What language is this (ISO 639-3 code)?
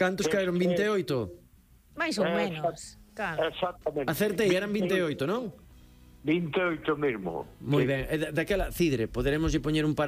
glg